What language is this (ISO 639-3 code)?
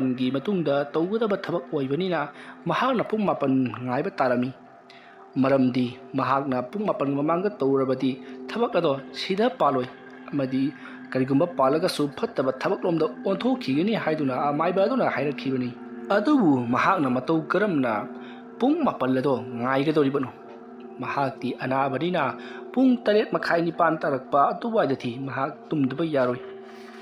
mni